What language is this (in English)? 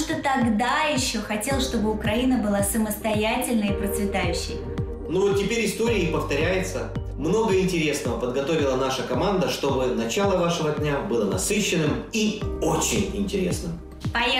Russian